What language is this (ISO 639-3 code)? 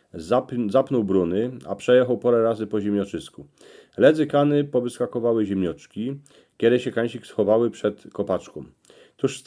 szl